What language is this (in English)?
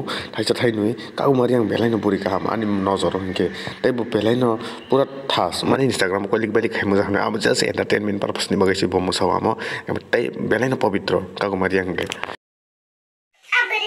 Kok Borok